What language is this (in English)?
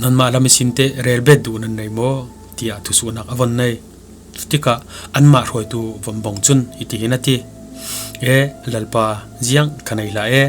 Falam Chin